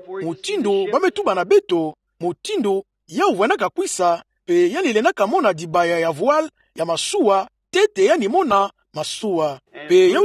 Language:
Kituba (Democratic Republic of Congo)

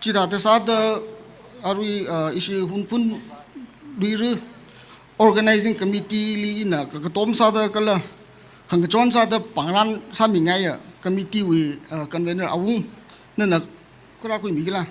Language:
Tangkhul Naga (India)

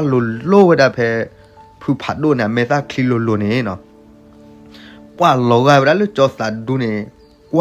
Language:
S'gaw Karen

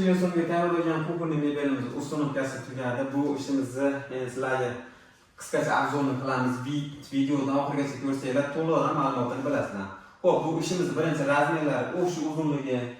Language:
Uzbek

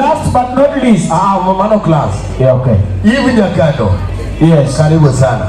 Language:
Luo (Kenya and Tanzania)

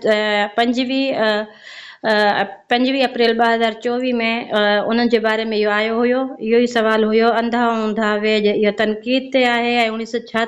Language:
Sindhi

